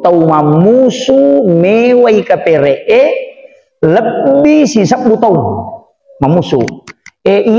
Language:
Buginese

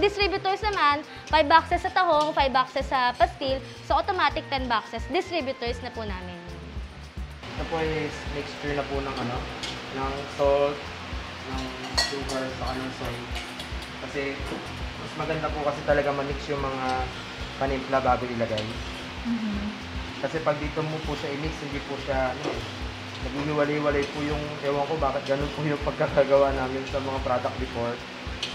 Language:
Filipino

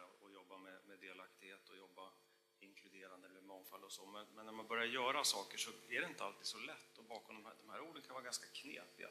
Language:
Swedish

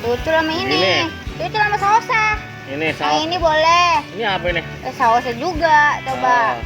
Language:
Betawi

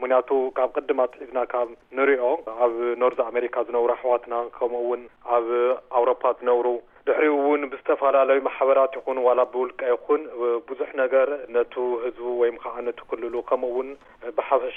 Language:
Tigrinya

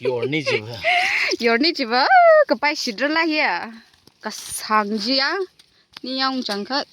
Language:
Tangkhul Naga (India)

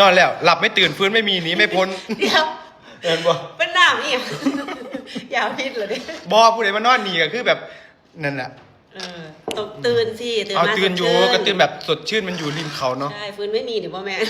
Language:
Northeastern Thai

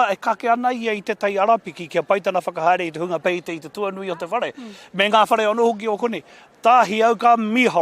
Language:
Māori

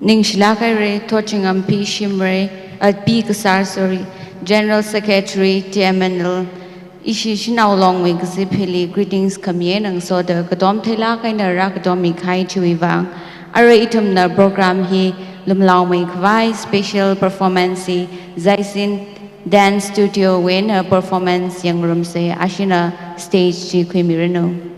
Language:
Tangkhul Naga (India)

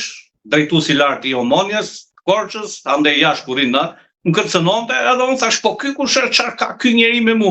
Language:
Albanian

